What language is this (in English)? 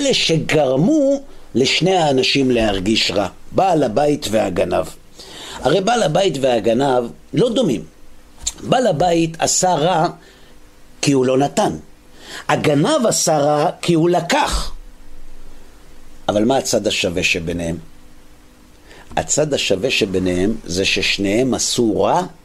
Hebrew